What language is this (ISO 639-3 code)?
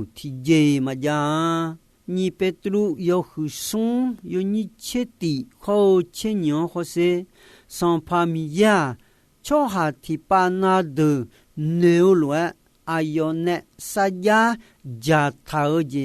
ahk